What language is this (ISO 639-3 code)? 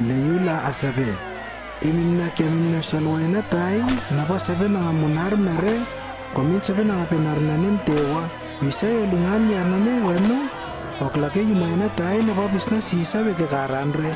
lww